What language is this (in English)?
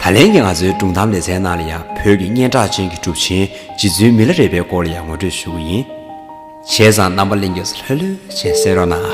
Tibetan